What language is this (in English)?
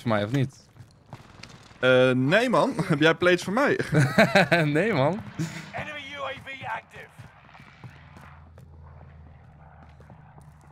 Dutch